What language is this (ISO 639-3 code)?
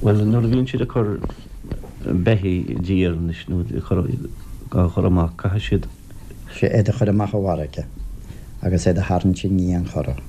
gle